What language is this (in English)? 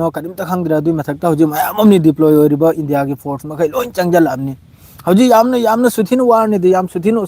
Manipuri